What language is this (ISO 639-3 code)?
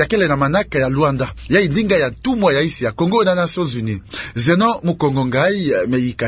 ktu